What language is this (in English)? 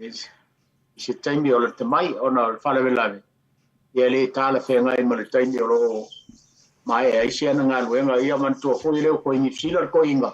Samoan